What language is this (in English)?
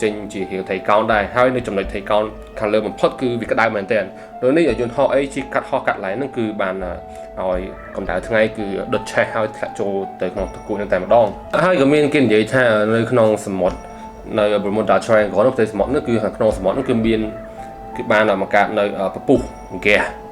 Khmer